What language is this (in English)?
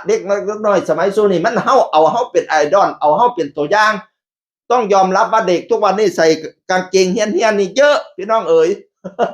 Northeastern Thai